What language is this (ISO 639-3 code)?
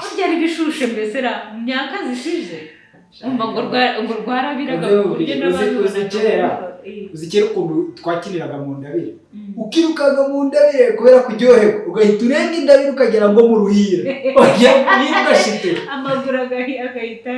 kin